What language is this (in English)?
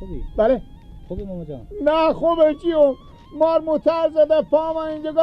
Persian